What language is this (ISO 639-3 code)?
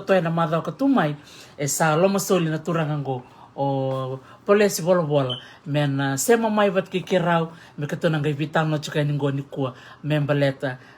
fij